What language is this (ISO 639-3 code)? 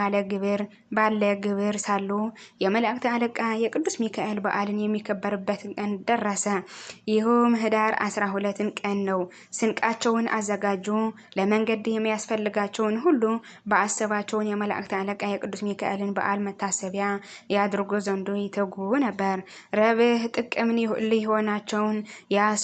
amh